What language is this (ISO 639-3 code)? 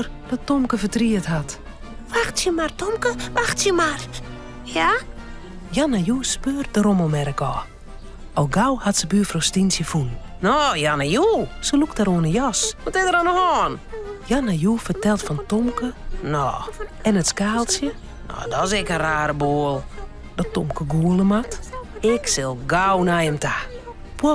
fry